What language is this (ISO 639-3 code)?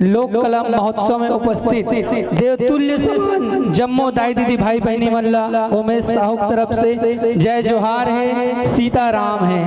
hne